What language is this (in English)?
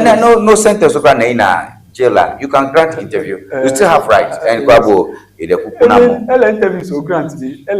Ewe